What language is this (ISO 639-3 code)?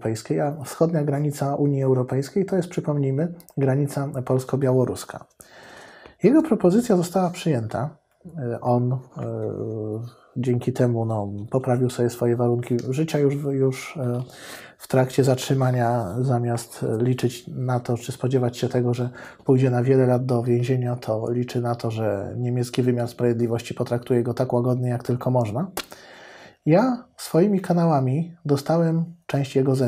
pol